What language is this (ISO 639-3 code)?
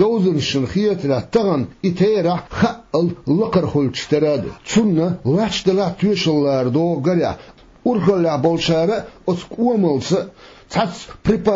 che